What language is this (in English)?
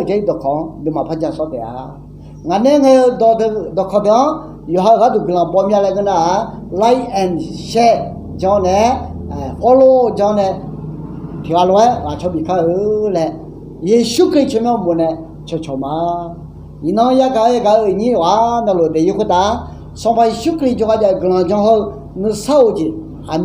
Akha